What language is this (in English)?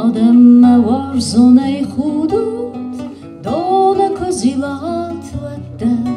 Ossetic